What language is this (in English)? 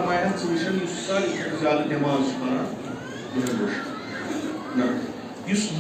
Kashmiri